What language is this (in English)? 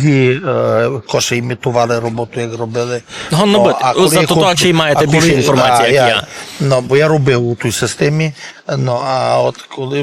Rusyn